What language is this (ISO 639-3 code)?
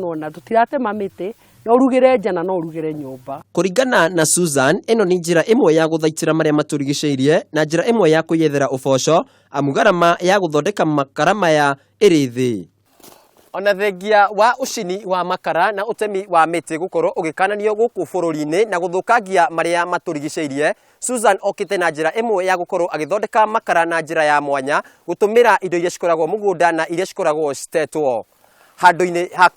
kik